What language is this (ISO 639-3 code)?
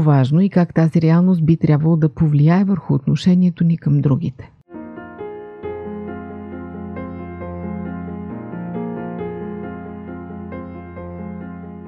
bul